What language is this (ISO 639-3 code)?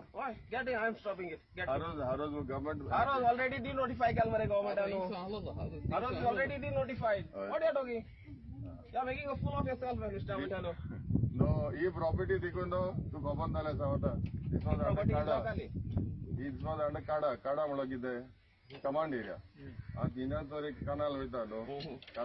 kok